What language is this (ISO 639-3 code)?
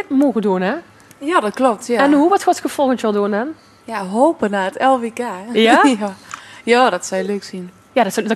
lim